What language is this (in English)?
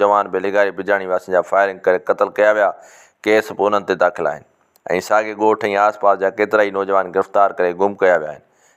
Sindhi